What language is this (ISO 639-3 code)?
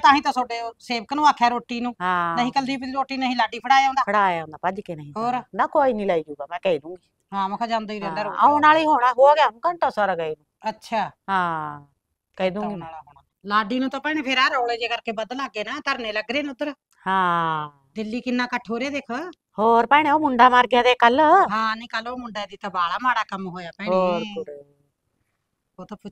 pan